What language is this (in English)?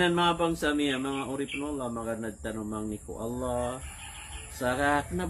Maranao